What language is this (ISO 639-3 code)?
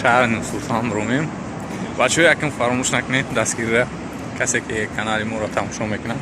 tgk